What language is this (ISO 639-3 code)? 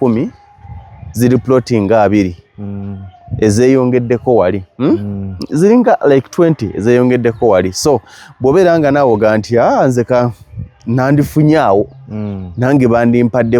lug